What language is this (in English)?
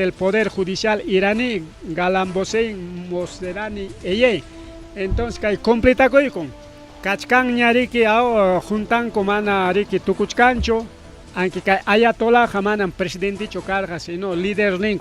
Ayacucho Quechua